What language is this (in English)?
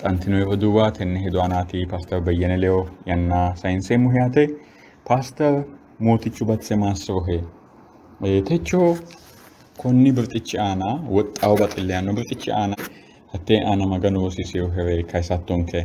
Sidamo